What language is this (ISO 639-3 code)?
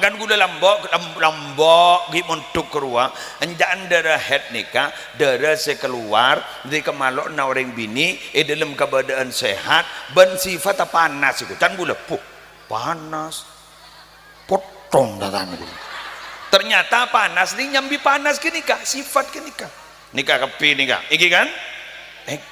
mad